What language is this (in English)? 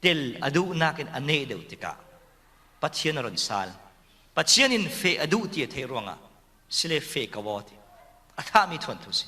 Falam Chin